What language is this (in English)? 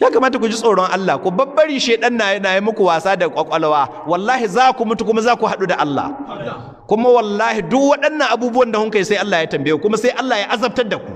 Hausa